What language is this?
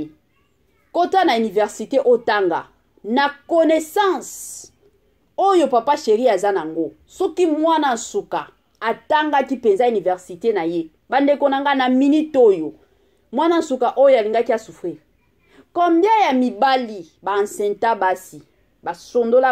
Lingala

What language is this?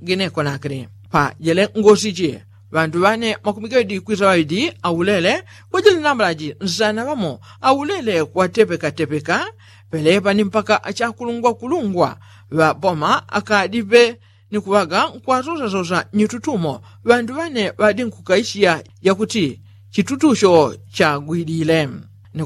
Yao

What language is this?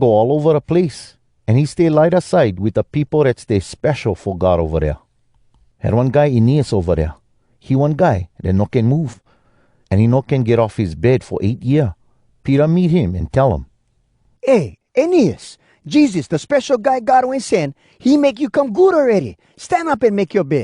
Hawai'i Creole English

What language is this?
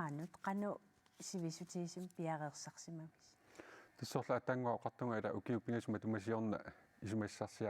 Kalaallisut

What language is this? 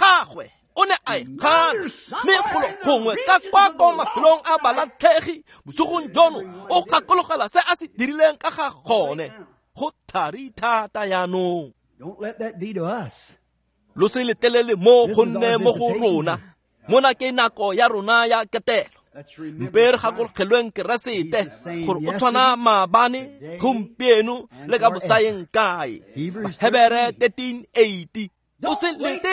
Tswana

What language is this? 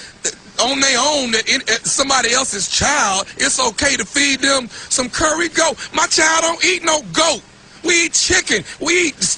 Jamaican Creole English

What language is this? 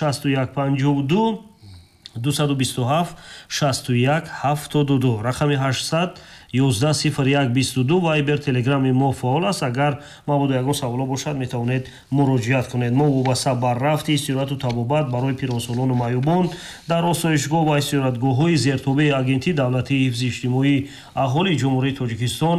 Tajik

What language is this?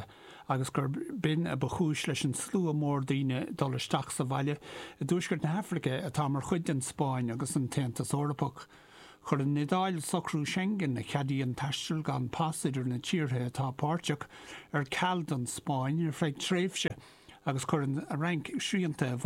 Irish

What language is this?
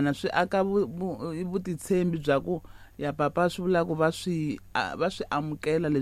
Tsonga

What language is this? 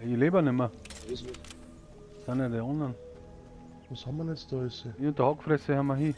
Bavarian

